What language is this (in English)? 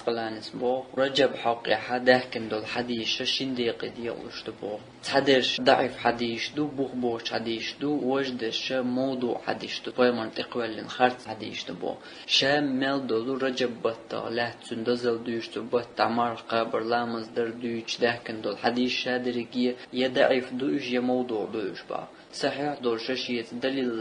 Chechen